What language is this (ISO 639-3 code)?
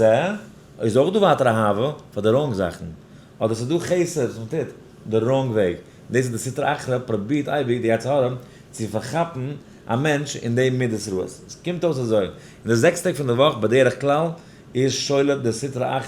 yid